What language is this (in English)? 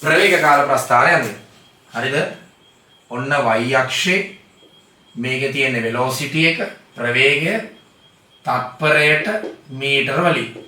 Sinhala